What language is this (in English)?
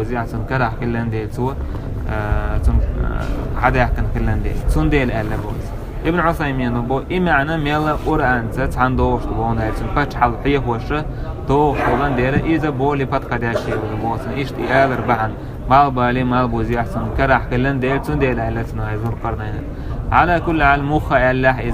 Chechen